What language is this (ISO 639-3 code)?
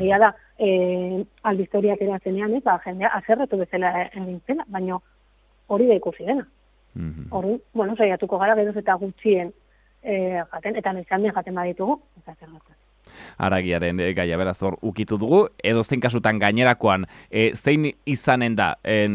eus